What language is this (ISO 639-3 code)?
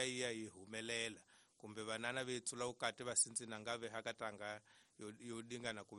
tso